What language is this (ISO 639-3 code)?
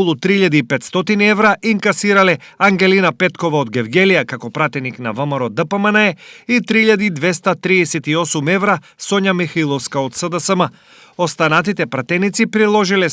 mkd